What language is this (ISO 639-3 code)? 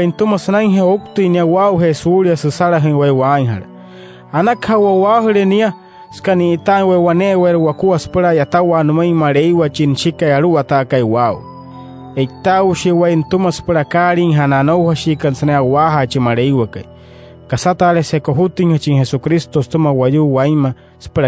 guc